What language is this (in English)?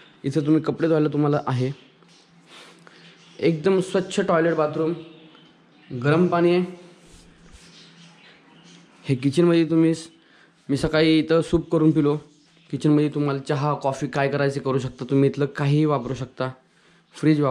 Marathi